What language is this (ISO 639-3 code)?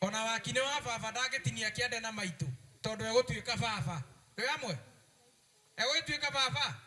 kik